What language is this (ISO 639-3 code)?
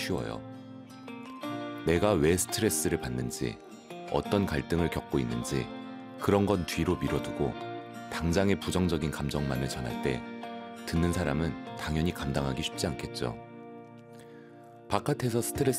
kor